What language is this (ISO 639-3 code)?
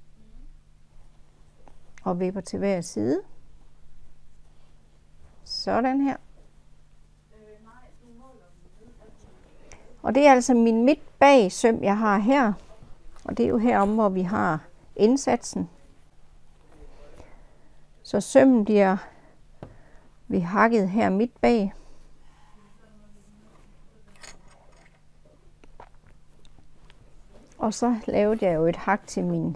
dan